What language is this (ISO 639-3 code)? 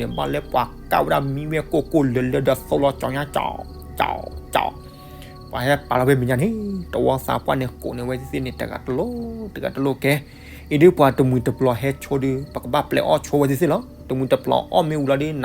ksw